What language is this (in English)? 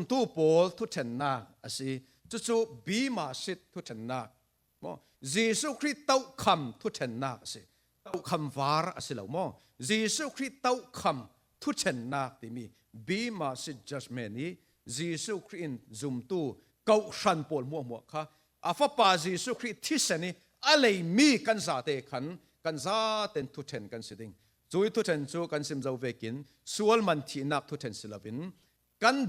Falam Chin